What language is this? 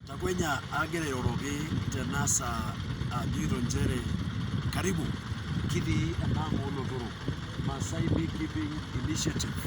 Masai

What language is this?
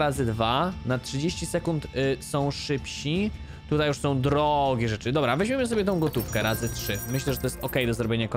Polish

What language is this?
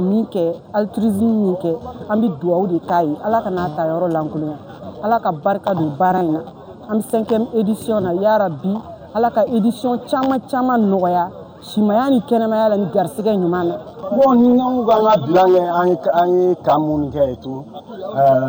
Bambara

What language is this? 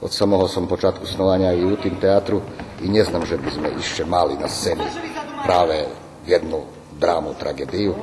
Rusyn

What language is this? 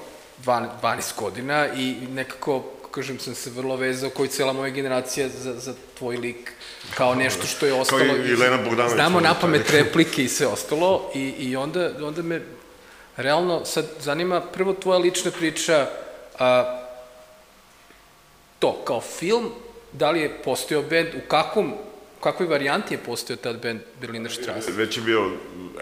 Serbian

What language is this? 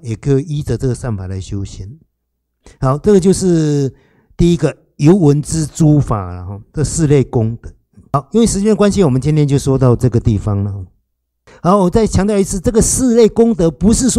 Chinese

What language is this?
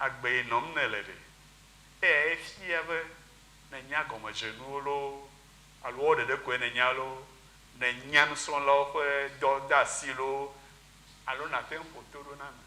Ewe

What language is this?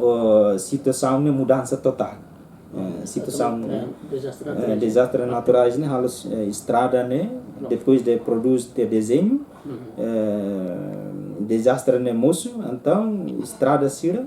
Tetum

